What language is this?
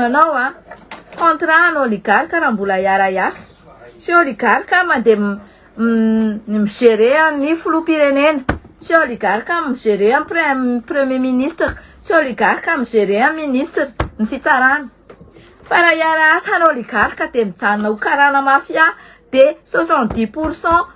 Malagasy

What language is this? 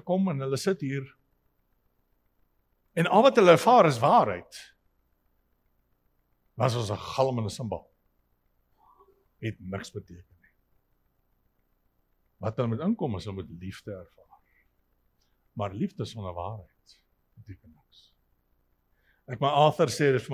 Afrikaans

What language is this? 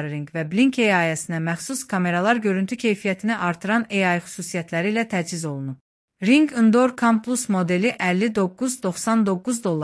Azerbaijani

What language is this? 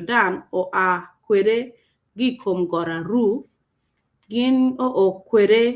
Acoli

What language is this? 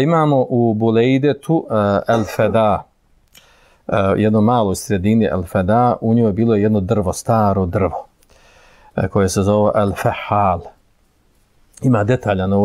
Bosnian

